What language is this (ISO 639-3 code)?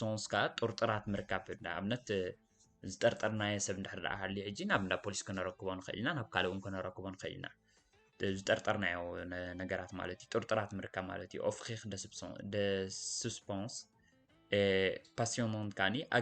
tir